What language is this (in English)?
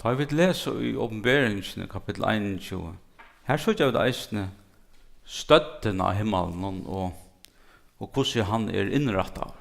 Faroese